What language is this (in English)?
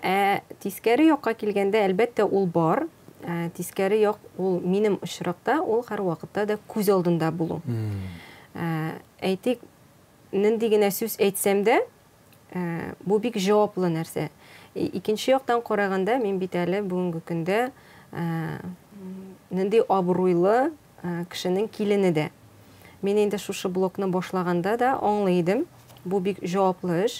Tatar